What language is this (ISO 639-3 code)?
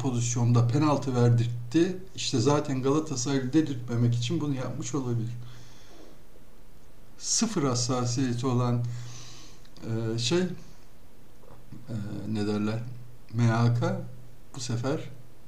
tur